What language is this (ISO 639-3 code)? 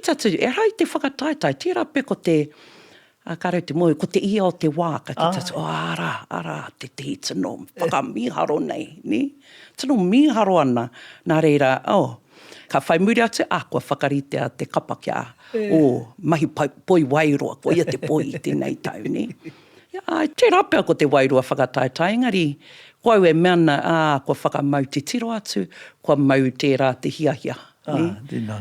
mri